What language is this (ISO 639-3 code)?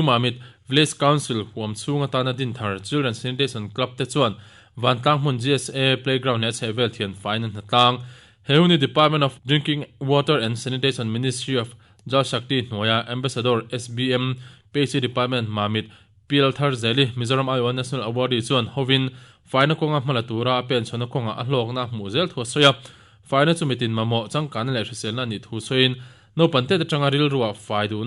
lus